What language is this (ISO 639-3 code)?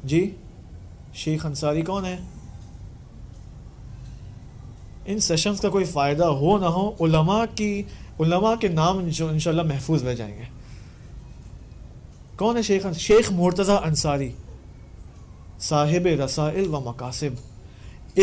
urd